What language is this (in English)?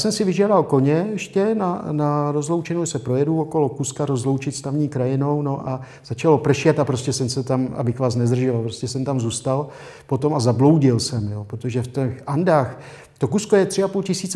Czech